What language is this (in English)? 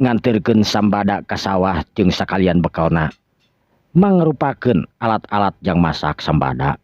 Sundanese